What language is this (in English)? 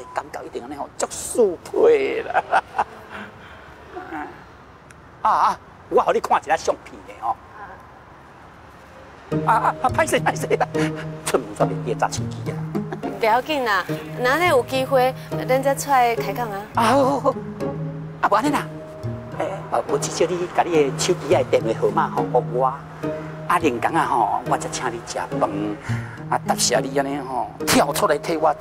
Min Nan Chinese